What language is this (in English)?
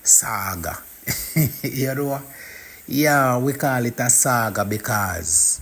Jamaican Creole English